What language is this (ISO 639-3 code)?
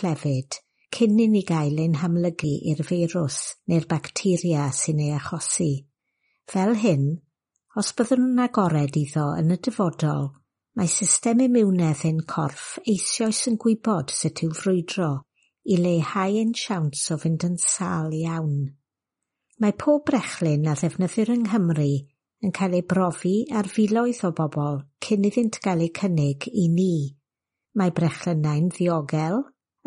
cym